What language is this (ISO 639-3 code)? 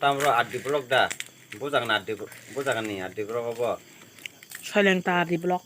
trp